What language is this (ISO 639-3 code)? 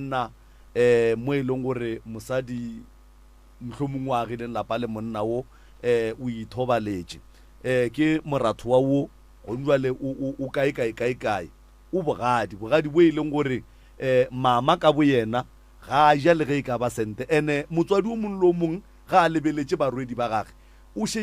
nso